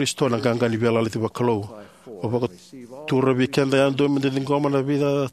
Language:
Fijian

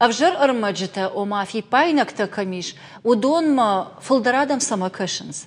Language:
Ossetic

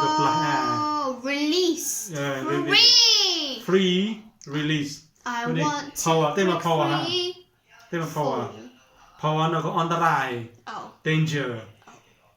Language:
Mon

